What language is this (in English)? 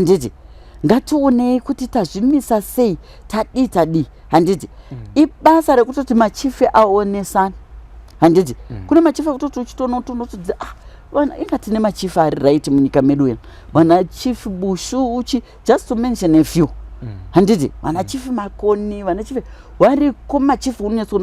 Shona